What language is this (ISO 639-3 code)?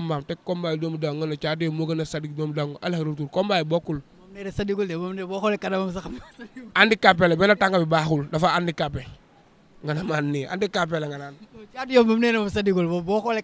wol